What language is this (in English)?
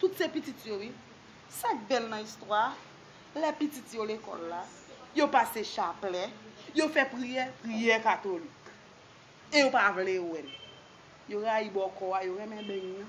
Haitian Creole